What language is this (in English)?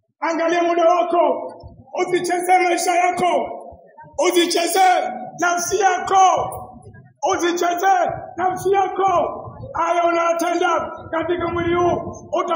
Swahili